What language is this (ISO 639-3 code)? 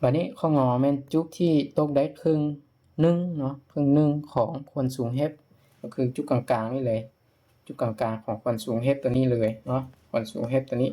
lao